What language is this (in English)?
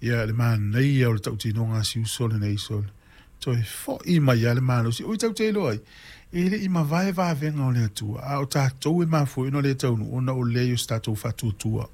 Samoan